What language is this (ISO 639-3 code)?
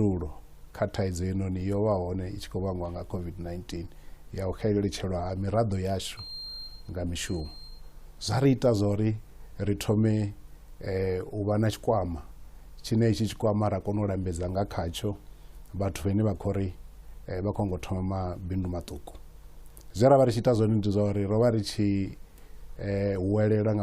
ven